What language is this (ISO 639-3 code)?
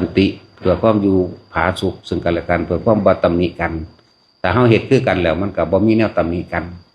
lao